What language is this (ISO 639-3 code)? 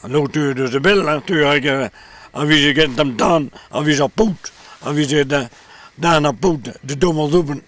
bre